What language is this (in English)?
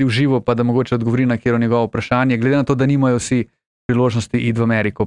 Slovenian